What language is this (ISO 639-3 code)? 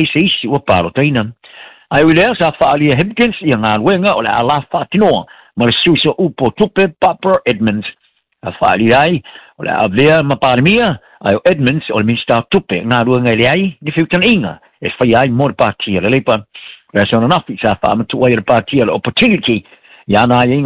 smo